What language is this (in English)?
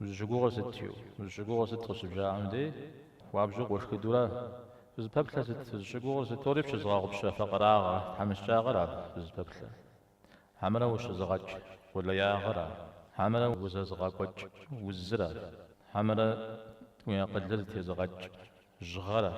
Kabardian